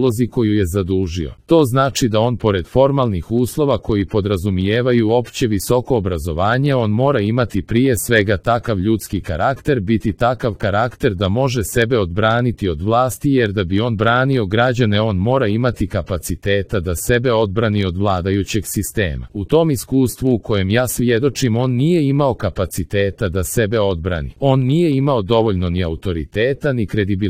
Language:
Croatian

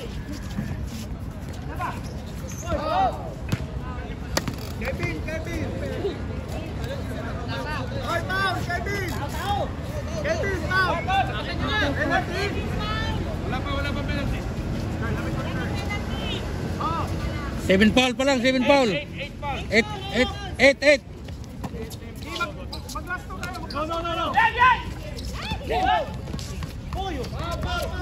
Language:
Filipino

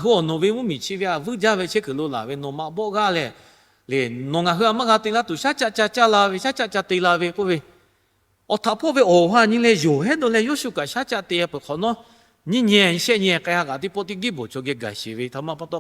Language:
Lahu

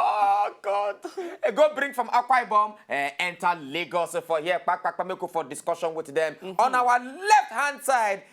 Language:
Nigerian Pidgin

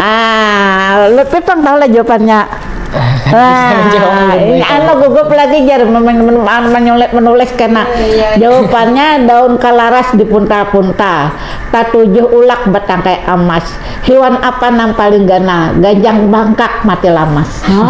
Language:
Banjar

